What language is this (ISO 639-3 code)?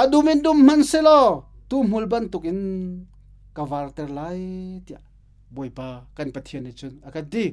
cnh